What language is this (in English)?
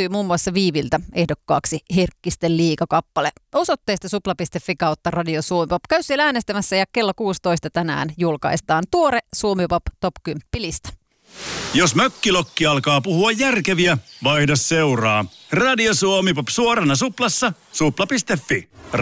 Finnish